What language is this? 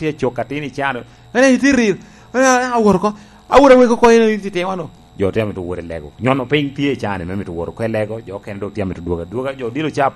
Lango (Uganda)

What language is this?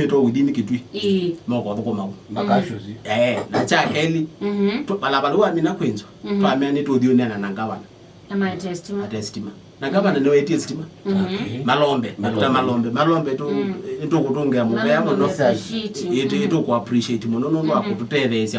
Kamba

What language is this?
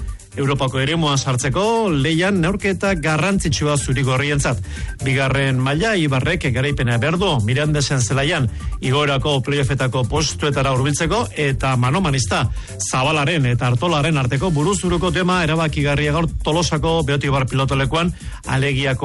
Basque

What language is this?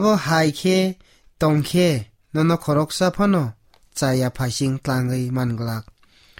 Kok Borok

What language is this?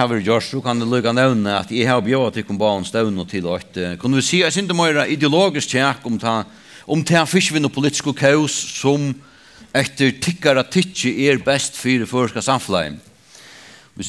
Faroese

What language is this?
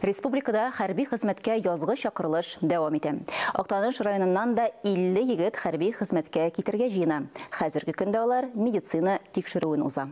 Tatar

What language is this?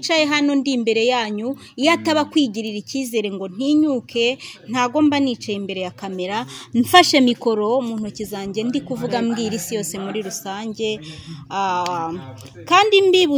Kinyarwanda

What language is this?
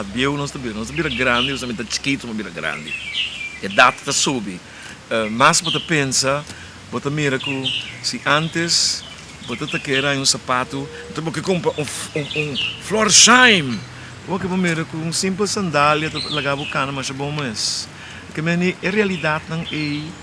Papiamento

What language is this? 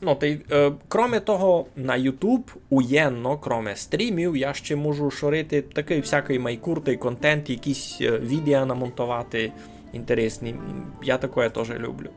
Rusyn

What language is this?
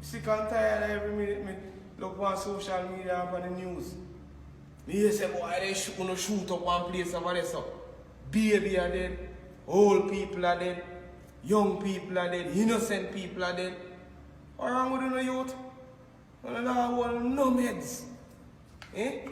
Jamaican Creole English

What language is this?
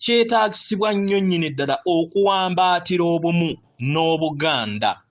Ganda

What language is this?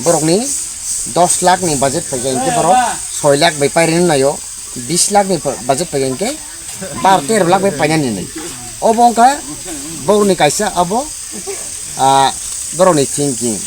Kok Borok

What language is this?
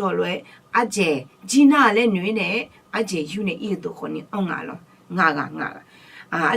Akha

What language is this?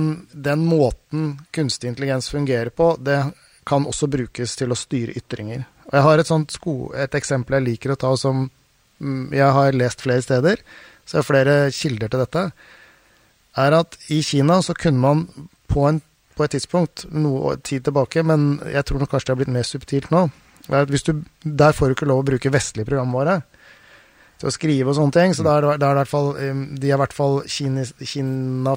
Norwegian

